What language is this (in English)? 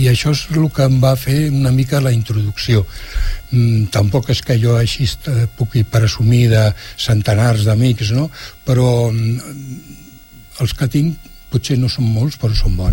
Catalan